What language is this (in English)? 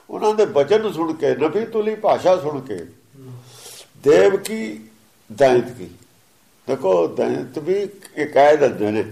Punjabi